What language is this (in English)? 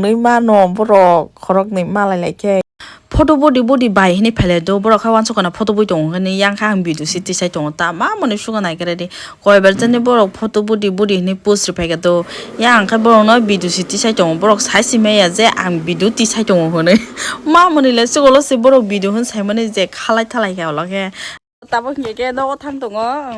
Kok Borok